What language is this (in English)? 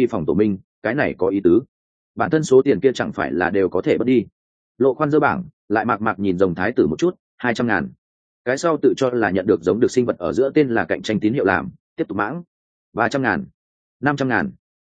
Vietnamese